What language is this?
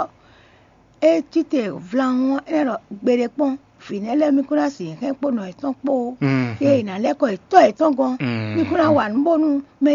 Fon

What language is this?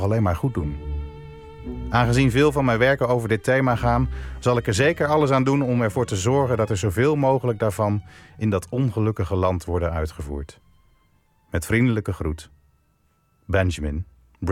Dutch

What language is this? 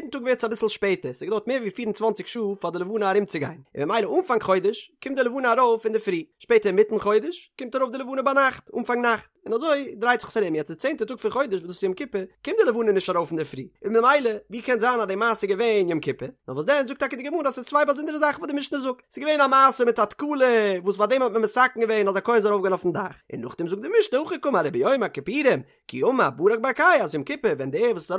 Yiddish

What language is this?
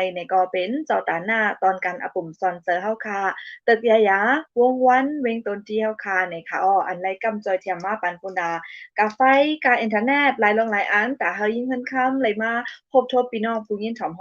Shan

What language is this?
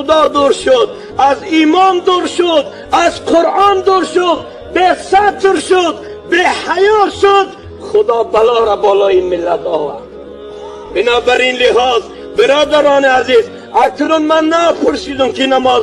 Tajik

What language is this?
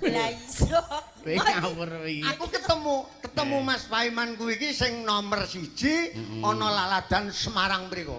Javanese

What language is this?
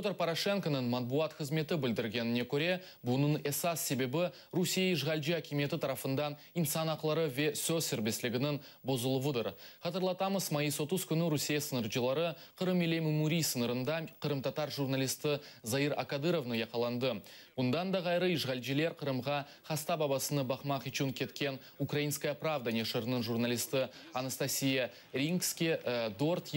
Crimean Tatar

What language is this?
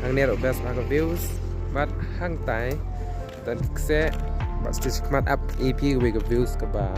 Khasi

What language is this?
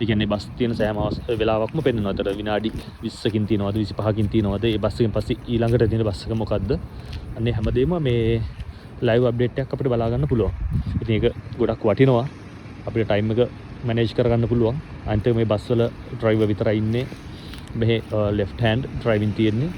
Sinhala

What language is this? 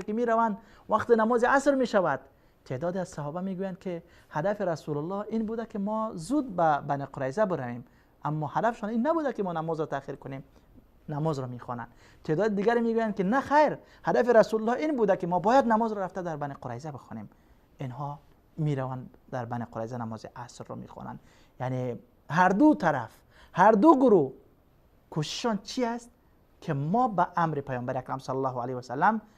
Persian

